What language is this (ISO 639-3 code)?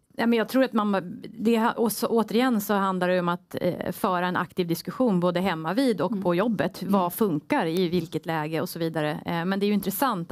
swe